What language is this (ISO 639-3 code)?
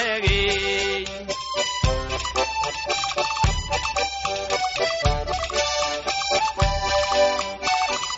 eus